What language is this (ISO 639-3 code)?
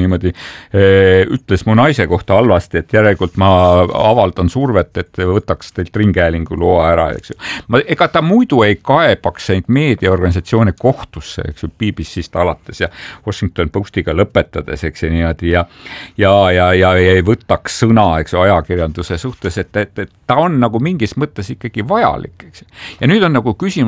est